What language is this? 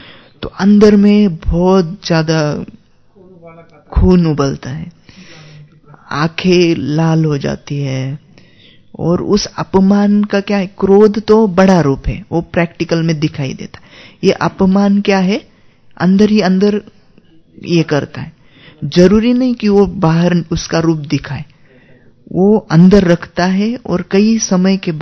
Hindi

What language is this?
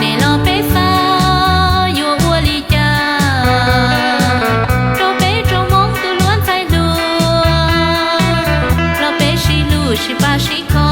Hmong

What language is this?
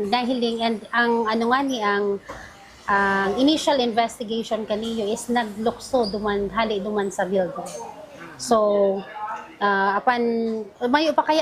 Bikol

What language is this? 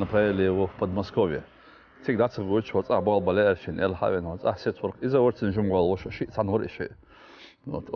Chechen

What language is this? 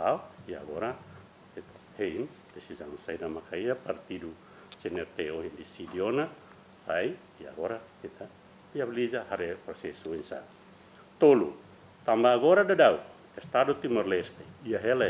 Tetum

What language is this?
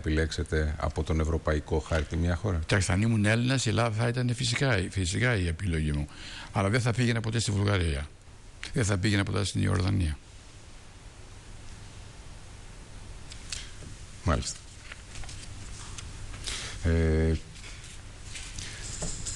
Greek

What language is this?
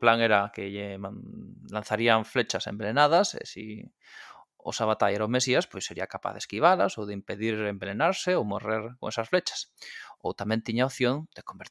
Galician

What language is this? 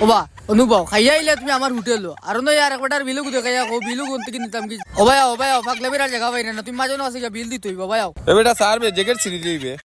Sylheti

